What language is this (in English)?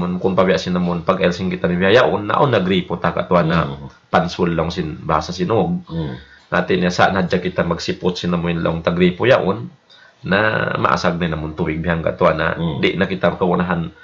Tausug